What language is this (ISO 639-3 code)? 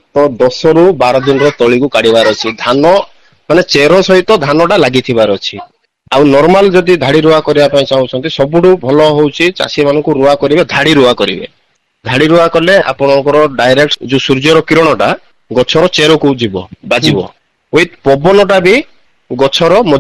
ori